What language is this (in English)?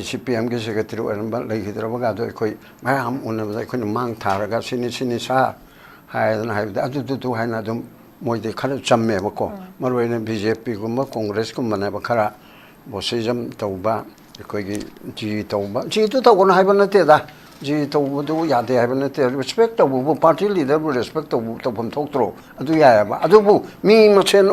Manipuri